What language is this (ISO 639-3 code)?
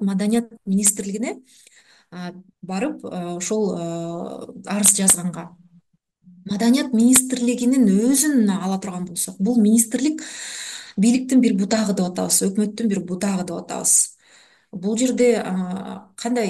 kir